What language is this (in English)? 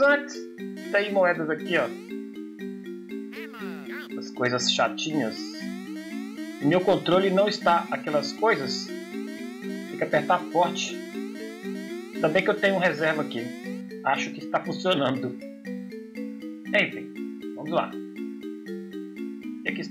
Portuguese